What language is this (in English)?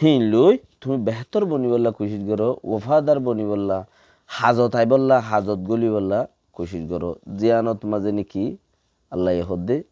Rohingya